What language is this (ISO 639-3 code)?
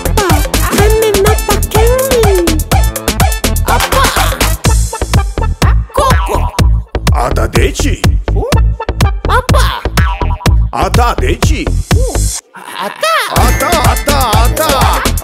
kir